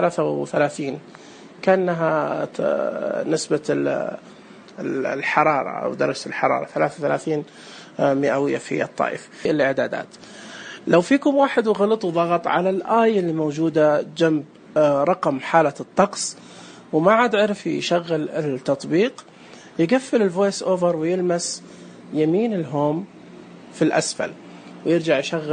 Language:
Najdi Arabic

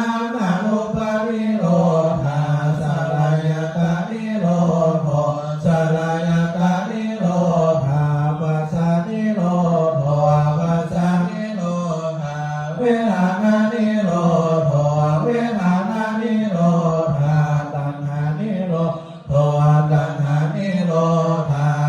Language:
Pali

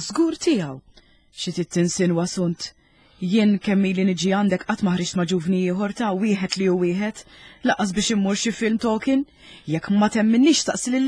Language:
Maltese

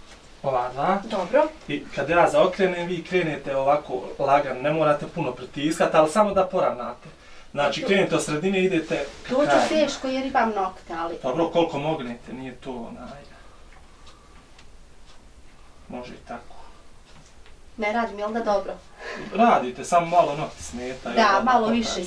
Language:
Bosnian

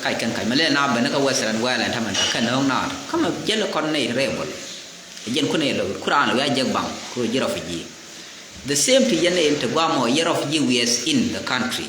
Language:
Nuer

